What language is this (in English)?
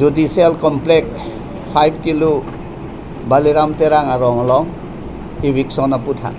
Karbi